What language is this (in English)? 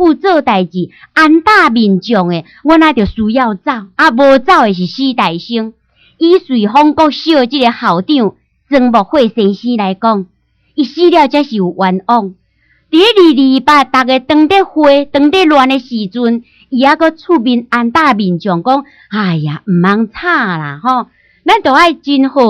Min Nan Chinese